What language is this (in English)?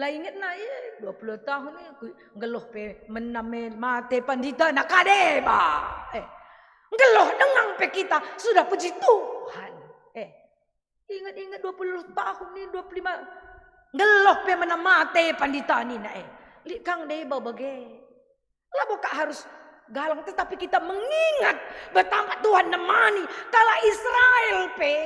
Batak Karo